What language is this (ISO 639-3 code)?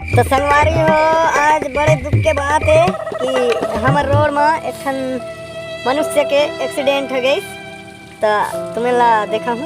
hne